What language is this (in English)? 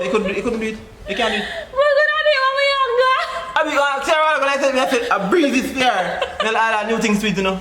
Jamaican Creole English